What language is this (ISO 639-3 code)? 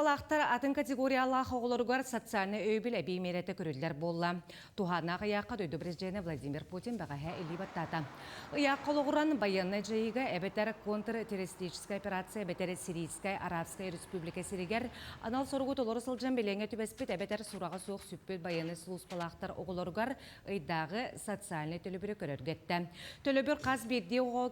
sah